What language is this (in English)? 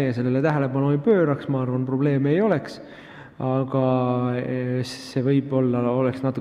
Estonian